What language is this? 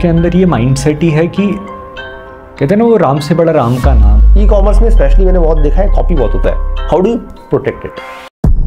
Hindi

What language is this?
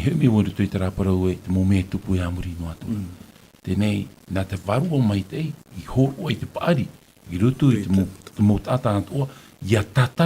Tahitian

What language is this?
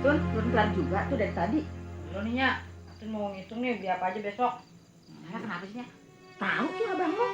Betawi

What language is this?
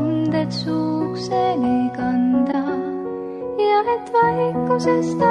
Estonian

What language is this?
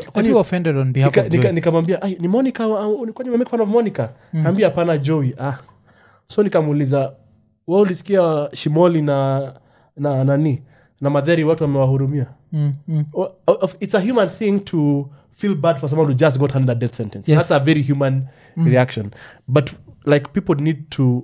Swahili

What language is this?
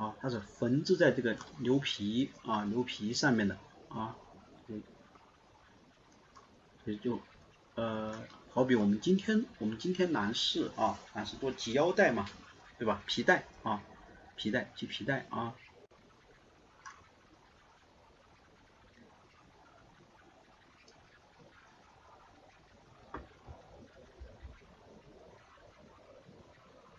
Chinese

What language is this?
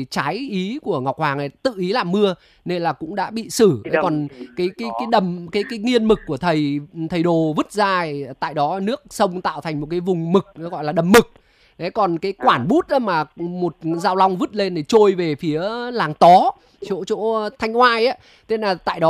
Vietnamese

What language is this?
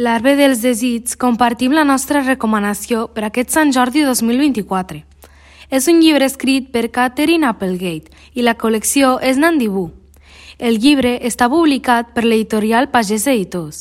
Catalan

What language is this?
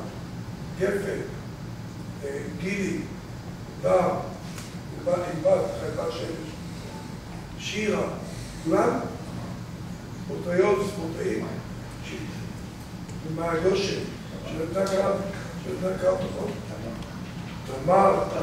Hebrew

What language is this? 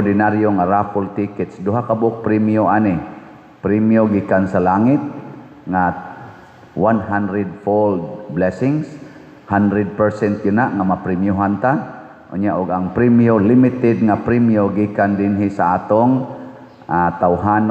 Cebuano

